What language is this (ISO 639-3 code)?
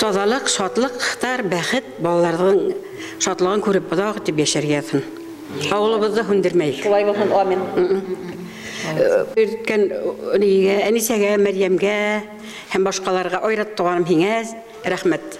bak